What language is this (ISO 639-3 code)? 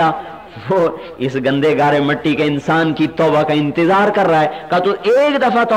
urd